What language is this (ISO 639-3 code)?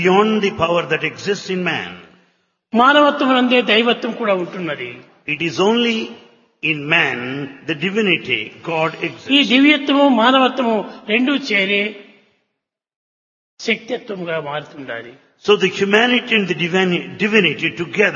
tel